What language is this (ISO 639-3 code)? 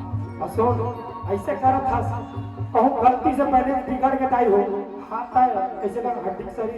hne